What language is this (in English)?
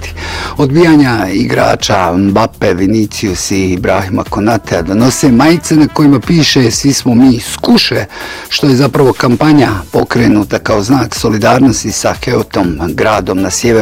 Bosnian